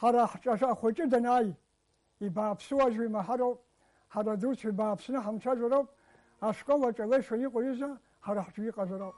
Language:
Abkhazian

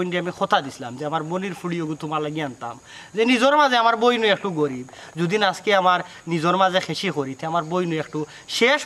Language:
Sylheti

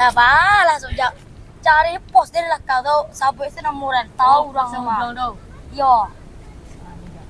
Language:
Minangkabau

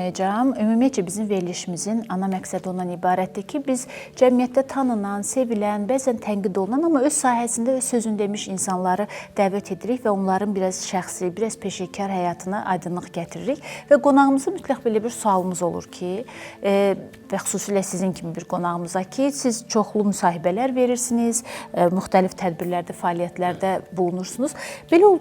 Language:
Azerbaijani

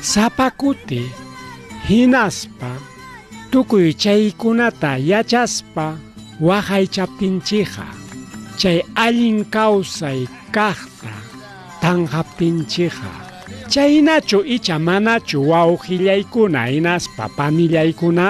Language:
Ayacucho Quechua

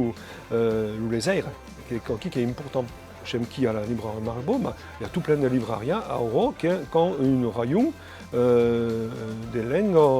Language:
Occitan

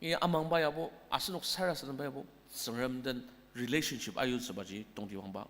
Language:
Ao Naga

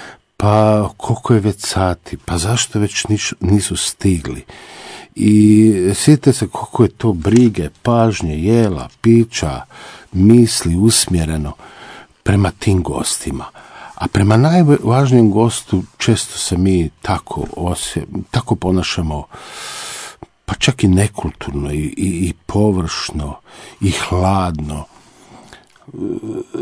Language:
Croatian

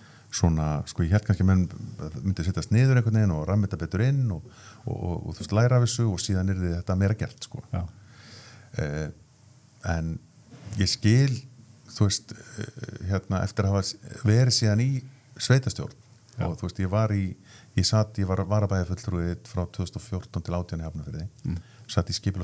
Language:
Icelandic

